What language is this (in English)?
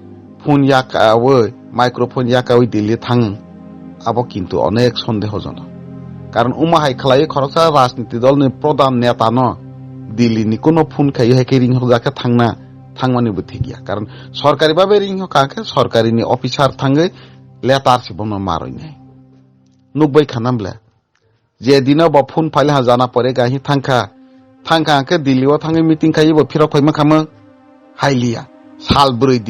Kok Borok